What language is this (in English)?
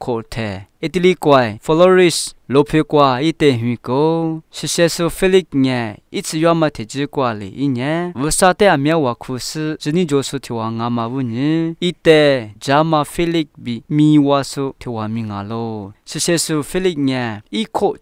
Lisu